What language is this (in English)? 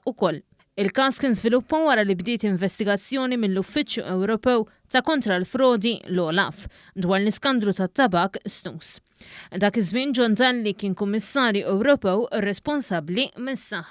Maltese